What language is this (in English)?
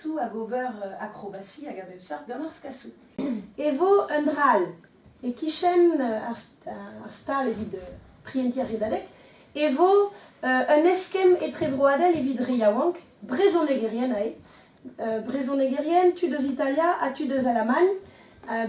Breton